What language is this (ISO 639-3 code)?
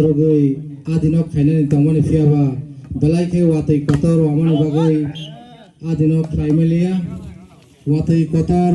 trp